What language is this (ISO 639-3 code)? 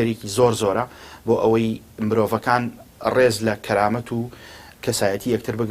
ckb